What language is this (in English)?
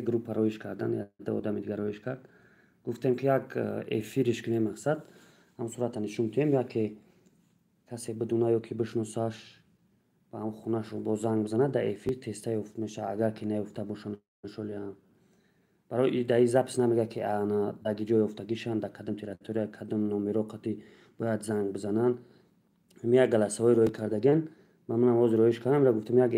Tajik